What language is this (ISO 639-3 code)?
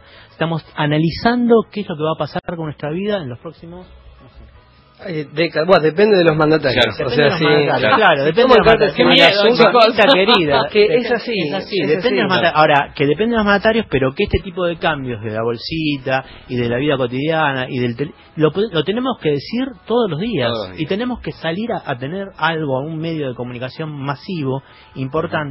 spa